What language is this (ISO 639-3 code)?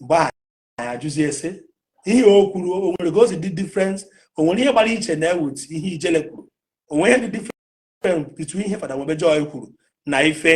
ibo